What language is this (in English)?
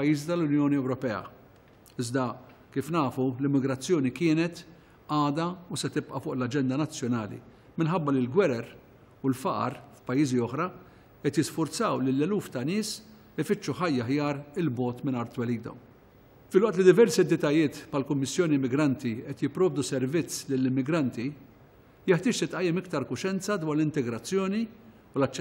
Maltese